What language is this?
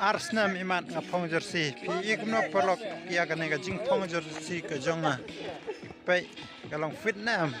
Khasi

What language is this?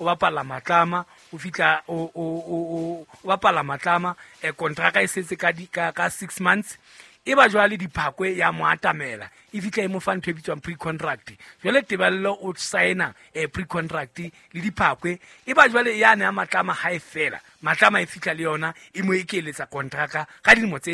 Southern Sotho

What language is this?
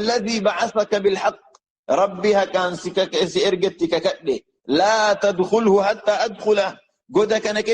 Oromo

